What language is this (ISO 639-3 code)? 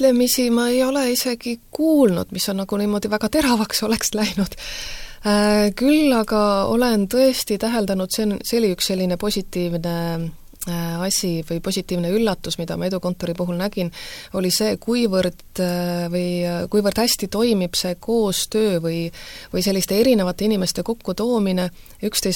est